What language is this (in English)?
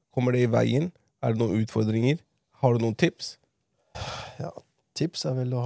Norwegian